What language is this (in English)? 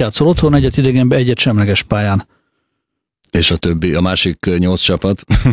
Hungarian